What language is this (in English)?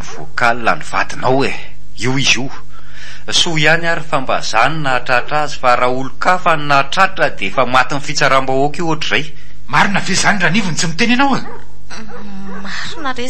Malagasy